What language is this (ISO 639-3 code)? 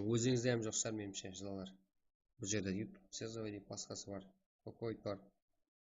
kaa